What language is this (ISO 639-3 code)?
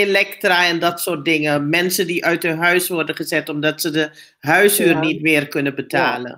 nld